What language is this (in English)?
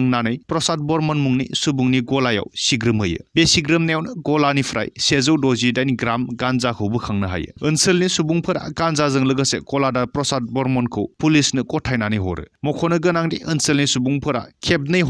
Bodo